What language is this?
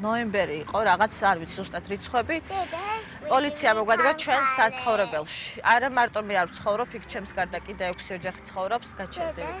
Georgian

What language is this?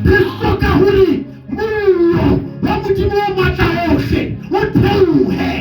Southern Sotho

